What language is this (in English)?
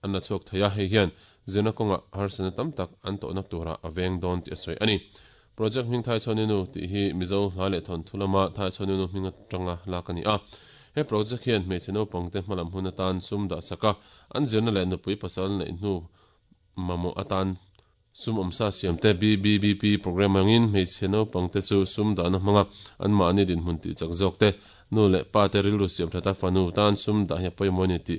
Mizo